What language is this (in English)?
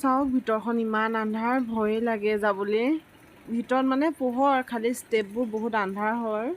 Assamese